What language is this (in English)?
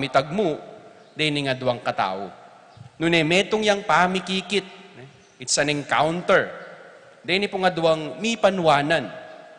Pampanga